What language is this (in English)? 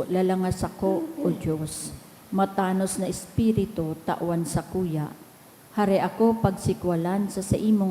Bikol